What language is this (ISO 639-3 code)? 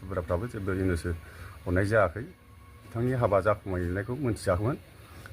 brx